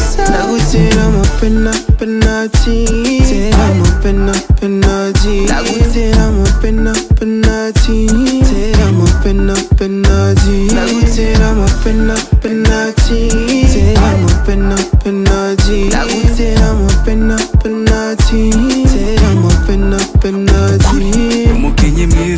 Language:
Kinyarwanda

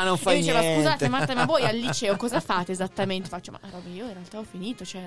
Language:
Italian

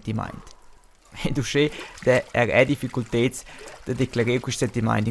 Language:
Romansh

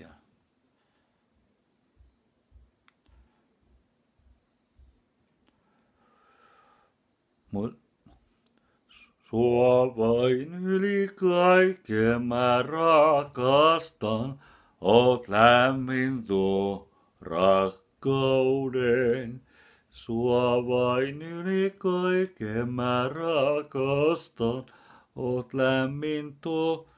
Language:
Finnish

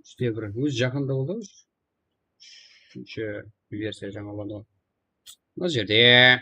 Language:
Kara-Kalpak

